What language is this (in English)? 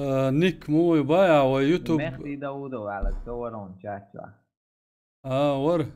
Chechen